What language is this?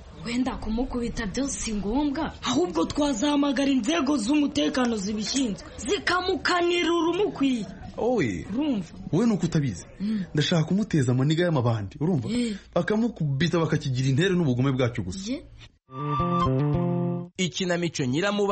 Kinyarwanda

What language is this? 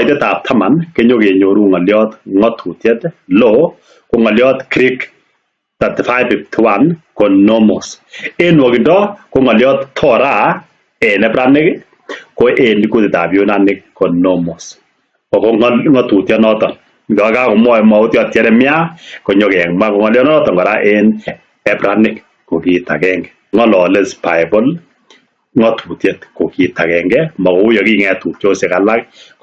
Kalenjin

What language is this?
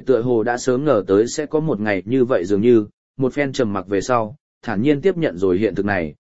Vietnamese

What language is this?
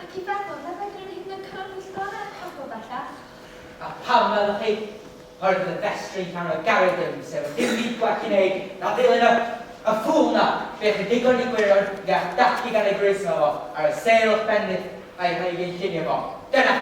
Welsh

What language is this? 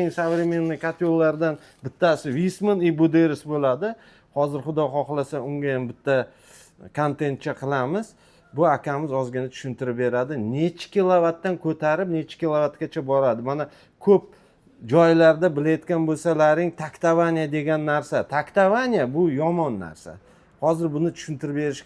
Uzbek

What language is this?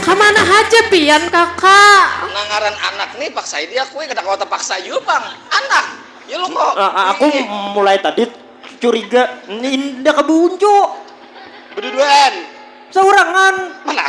Banjar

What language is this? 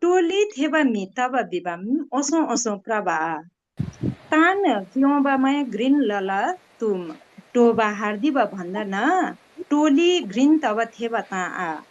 Nepali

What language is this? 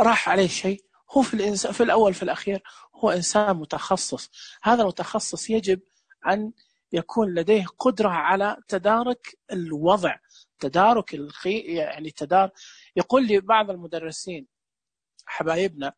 Najdi Arabic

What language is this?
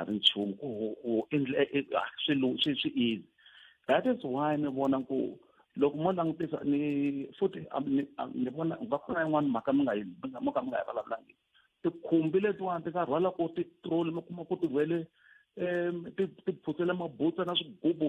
Tsonga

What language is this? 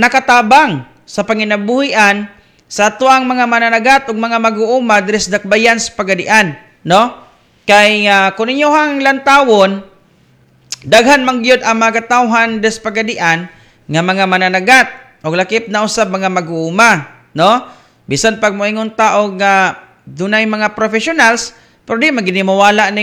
Cebuano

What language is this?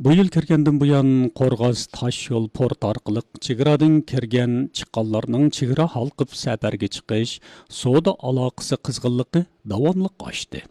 Uyghur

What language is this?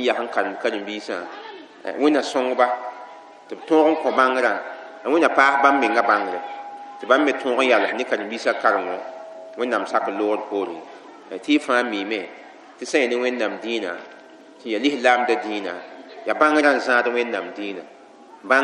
Mossi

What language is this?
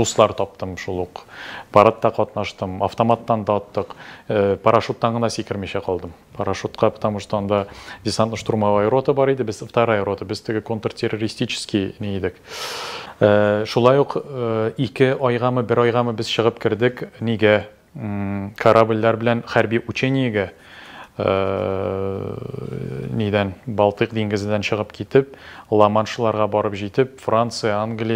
Tatar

